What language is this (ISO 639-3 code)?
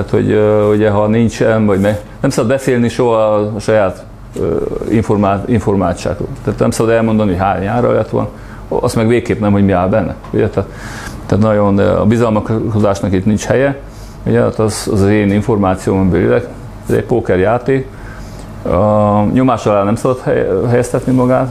hun